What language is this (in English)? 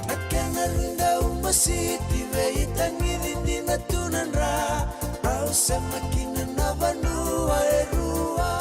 Fijian